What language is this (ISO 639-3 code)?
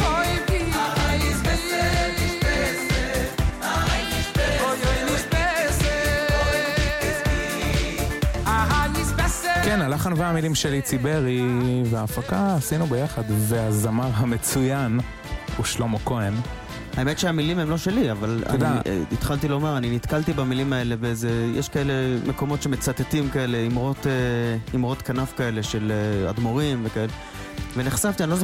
heb